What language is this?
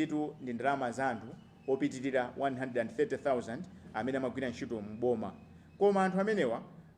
Nyanja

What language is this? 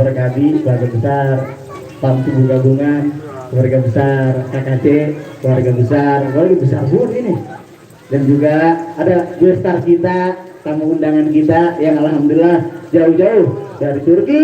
Betawi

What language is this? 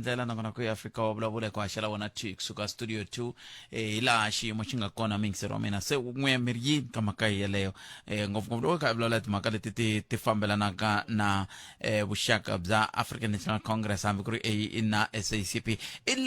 Tsonga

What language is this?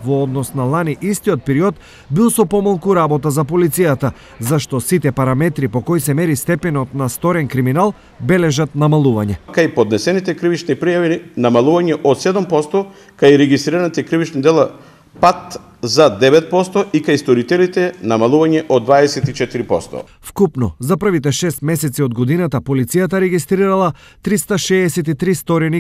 Macedonian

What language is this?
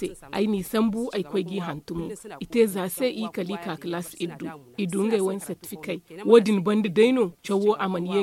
Zarma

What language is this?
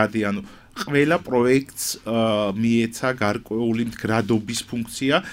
Georgian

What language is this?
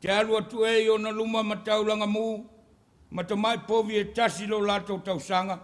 Samoan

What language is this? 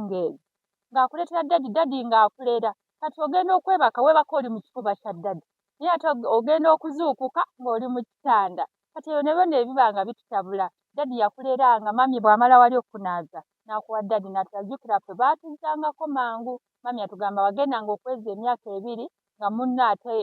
Ganda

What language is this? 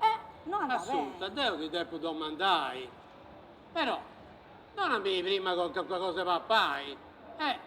Sardinian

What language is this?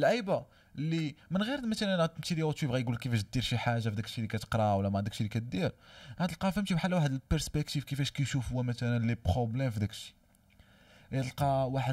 Moroccan Arabic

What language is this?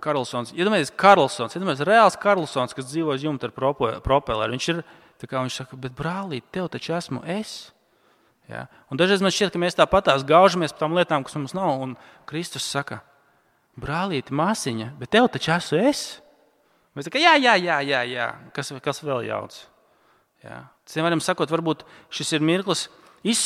Latvian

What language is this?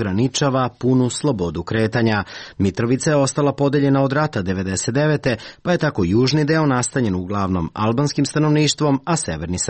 Serbian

